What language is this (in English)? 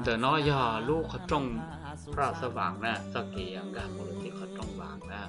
Hmong